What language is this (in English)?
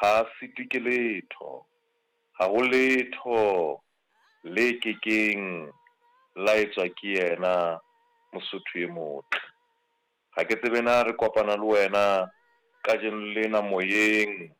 Southern Sotho